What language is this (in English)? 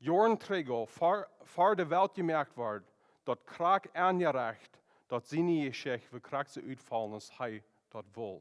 Plautdietsch